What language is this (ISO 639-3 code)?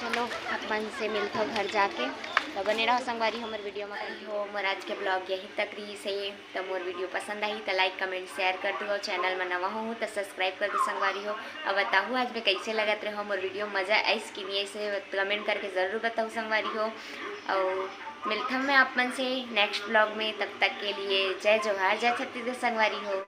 hne